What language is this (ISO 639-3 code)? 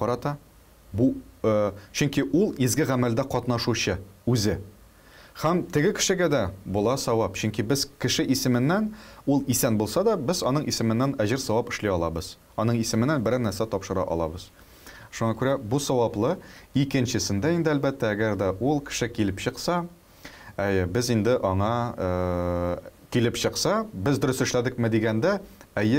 tat